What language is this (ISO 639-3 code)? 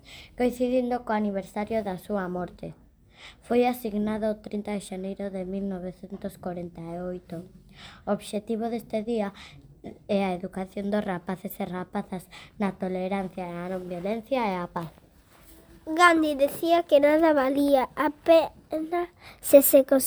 glg